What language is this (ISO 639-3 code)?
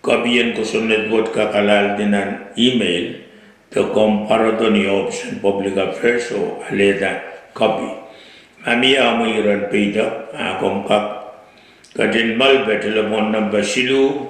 pon